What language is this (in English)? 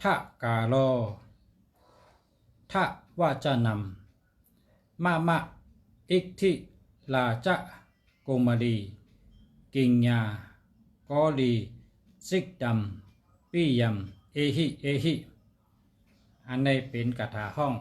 Shan